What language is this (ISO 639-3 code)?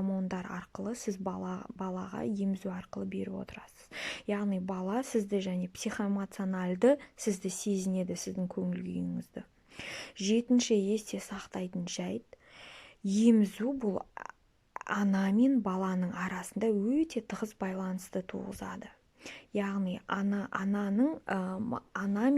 kaz